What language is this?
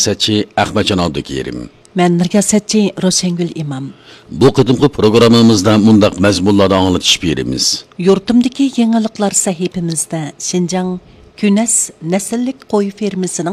Uyghur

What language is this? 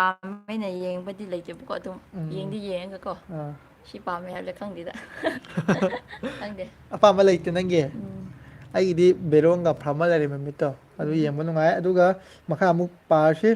Manipuri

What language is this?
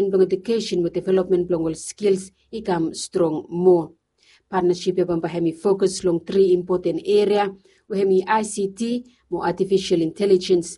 Bislama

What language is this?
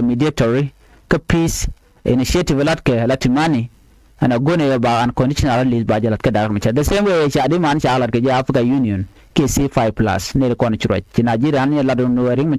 Nuer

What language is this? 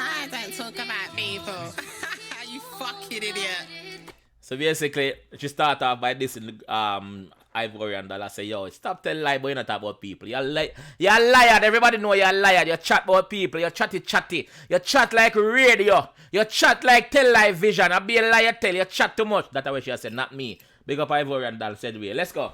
Jamaican Creole English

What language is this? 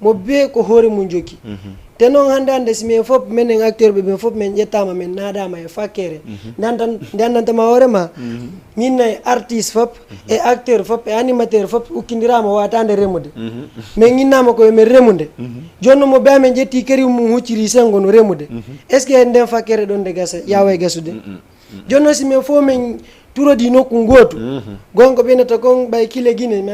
Fula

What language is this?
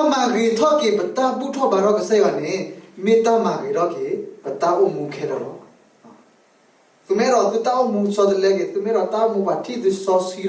S'gaw Karen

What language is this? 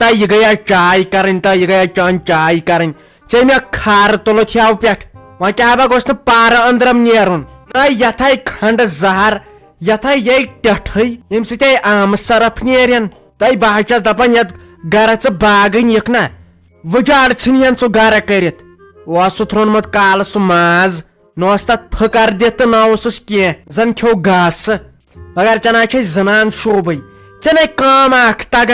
Kashmiri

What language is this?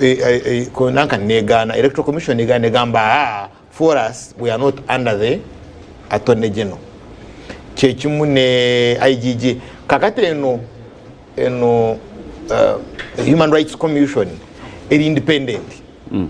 Ganda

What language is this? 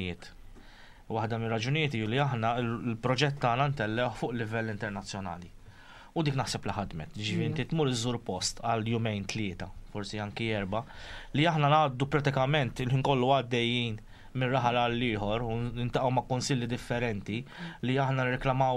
Maltese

